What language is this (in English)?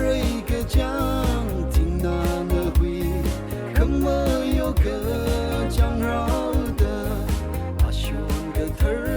Tangkhul Naga (India)